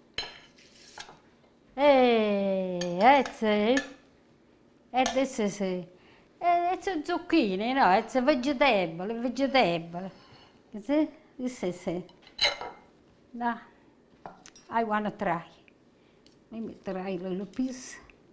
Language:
English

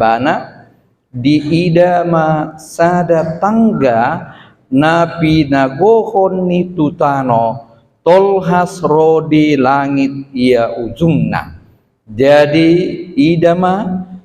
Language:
Batak Toba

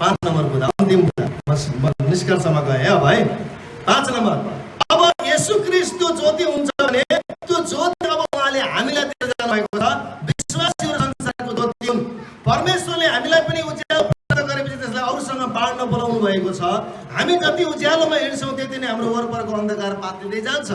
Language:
Nepali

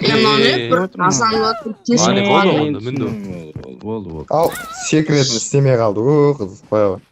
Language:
Kara-Kalpak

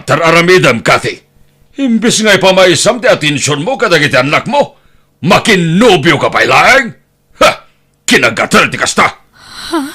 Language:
Iloko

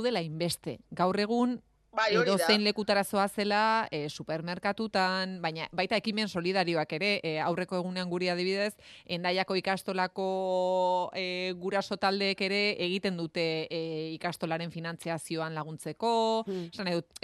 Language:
Basque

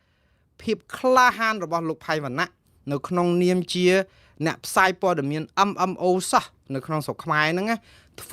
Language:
Khmer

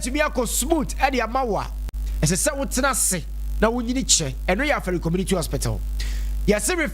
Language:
Akan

